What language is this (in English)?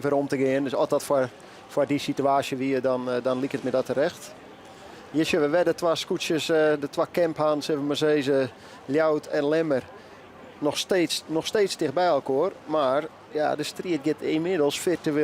Western Frisian